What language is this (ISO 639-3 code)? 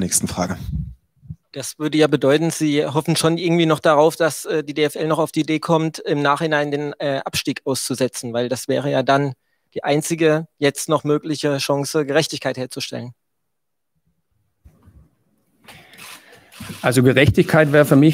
deu